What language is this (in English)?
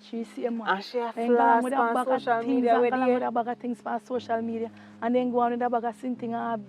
Jamaican Creole English